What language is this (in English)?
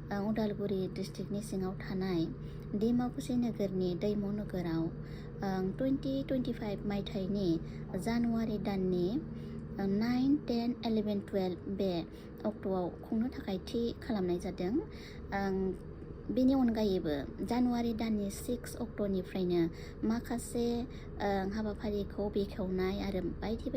Bodo